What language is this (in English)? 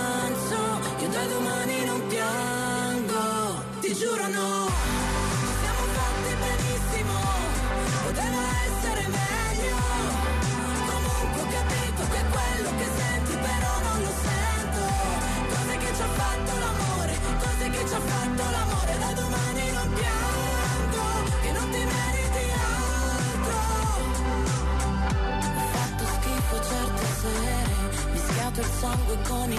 Italian